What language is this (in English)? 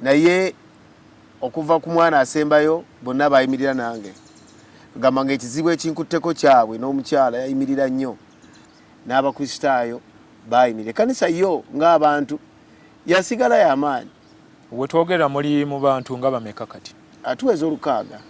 Ganda